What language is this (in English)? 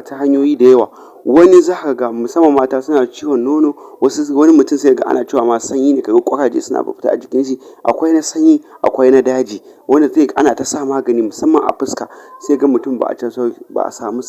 Hausa